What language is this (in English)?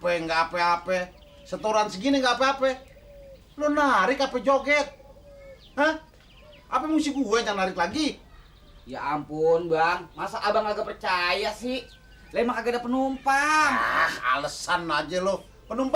Betawi